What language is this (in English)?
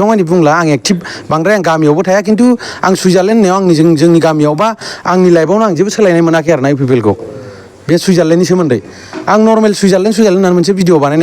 Bodo